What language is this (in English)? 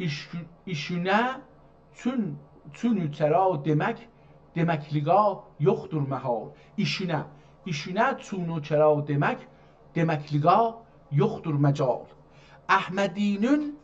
South Azerbaijani